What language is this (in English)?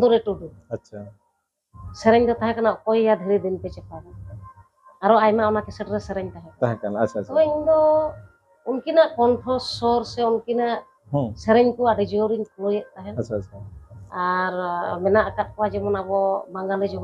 Santali